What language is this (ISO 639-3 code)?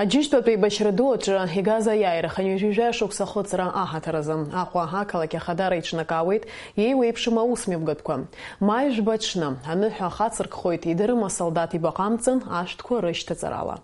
abk